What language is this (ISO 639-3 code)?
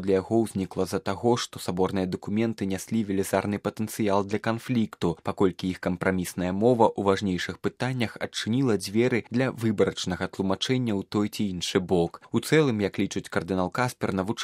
bel